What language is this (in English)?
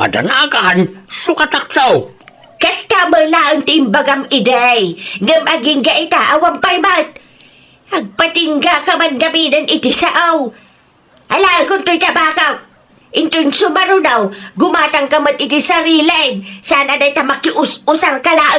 Iloko